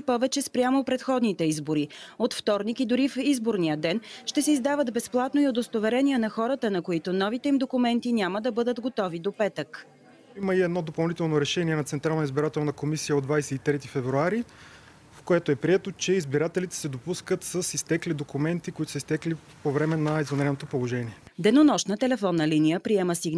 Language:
Bulgarian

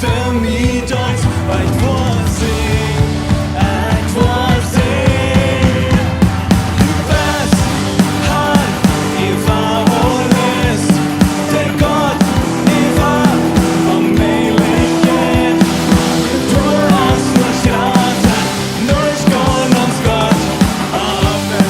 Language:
Plautdietsch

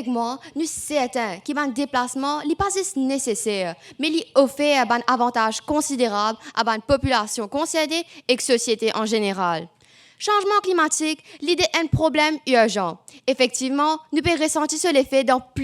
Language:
Morisyen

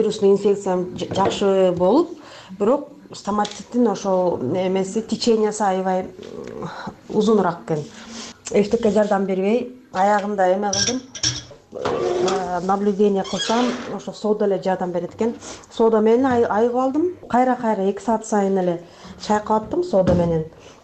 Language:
Kyrgyz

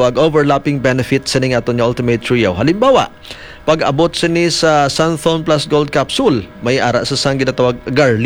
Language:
Hiligaynon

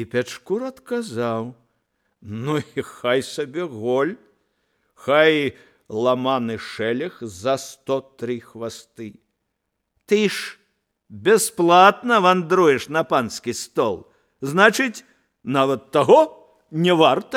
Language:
Belarusian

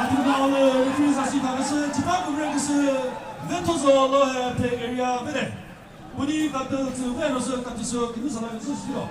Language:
Chokri Naga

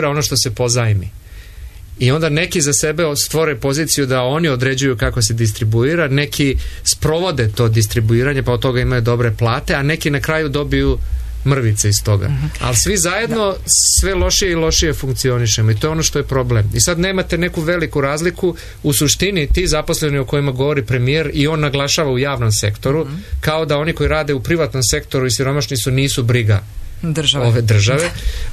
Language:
Serbian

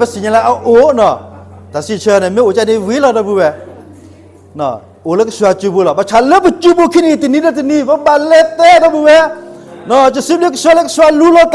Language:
S'gaw Karen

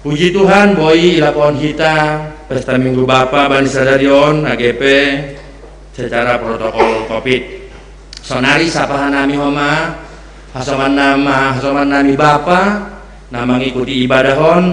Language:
Batak Simalungun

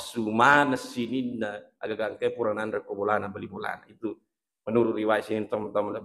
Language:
Buginese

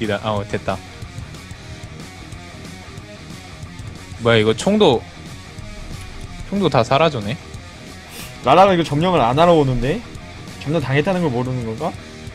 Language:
Korean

